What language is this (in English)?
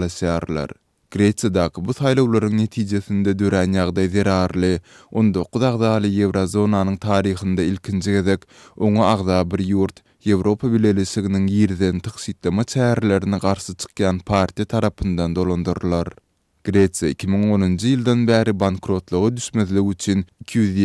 Turkmen